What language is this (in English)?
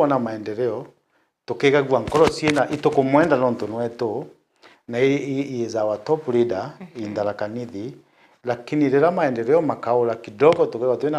Meru